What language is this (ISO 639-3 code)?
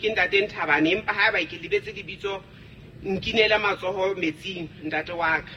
sot